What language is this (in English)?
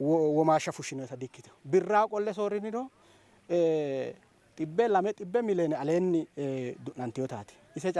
Sidamo